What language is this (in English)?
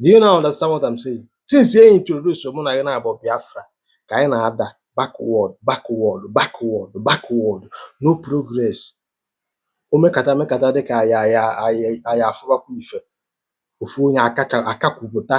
Igbo